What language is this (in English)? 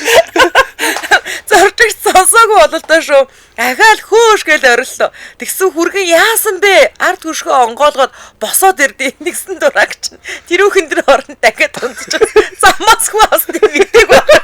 Mongolian